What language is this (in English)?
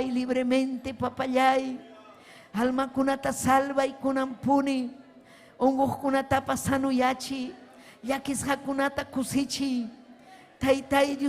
Ayacucho Quechua